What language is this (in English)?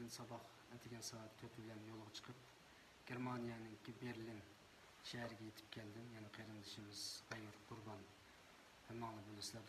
Uyghur